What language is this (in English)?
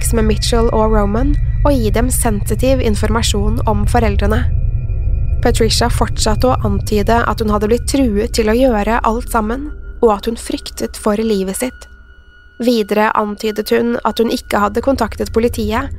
Norwegian